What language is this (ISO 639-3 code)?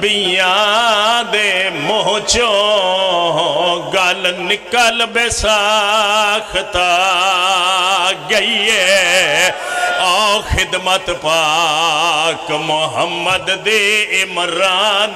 phr